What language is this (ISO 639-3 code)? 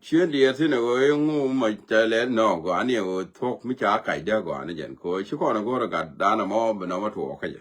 nus